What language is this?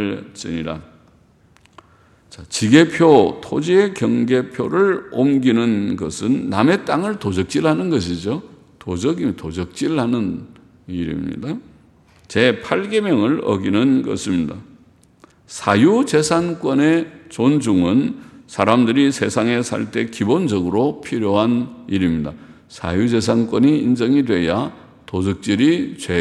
Korean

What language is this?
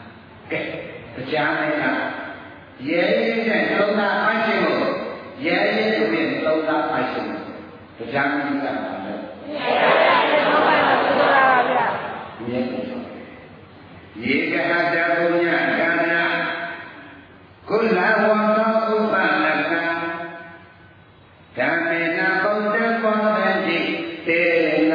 Burmese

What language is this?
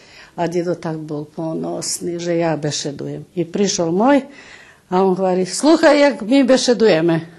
Rusyn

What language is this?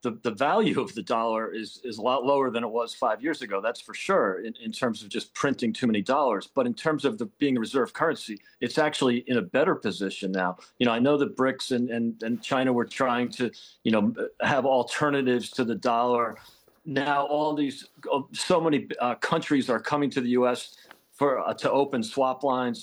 English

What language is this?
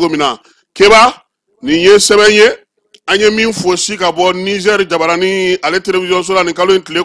Bambara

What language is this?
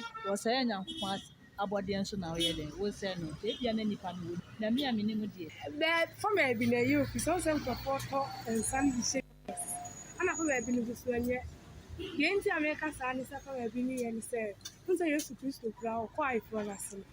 Akan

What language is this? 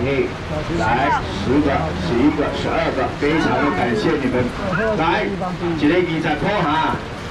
Chinese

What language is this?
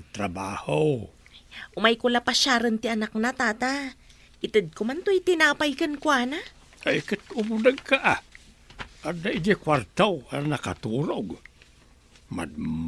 Iloko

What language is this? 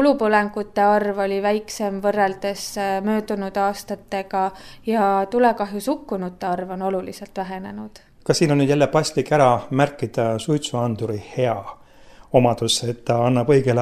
Estonian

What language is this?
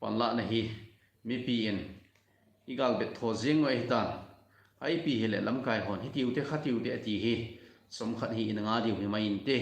Thado Chin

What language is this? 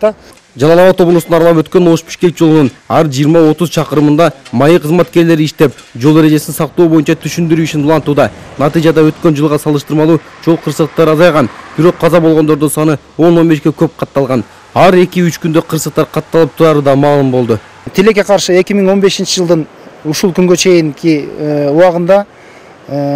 Kyrgyz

